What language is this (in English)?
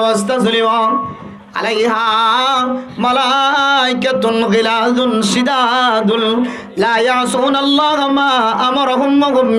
Rohingya